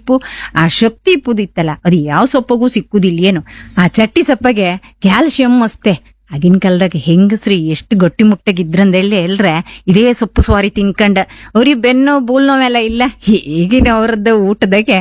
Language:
Kannada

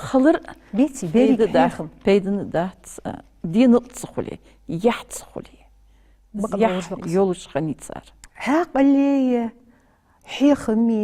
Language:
Ingush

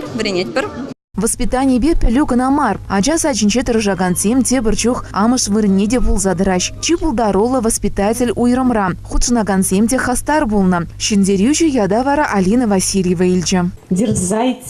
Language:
Chuvash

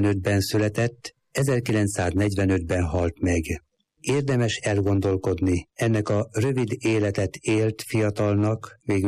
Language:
Hungarian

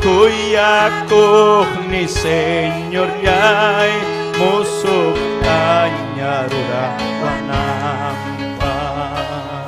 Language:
Ayacucho Quechua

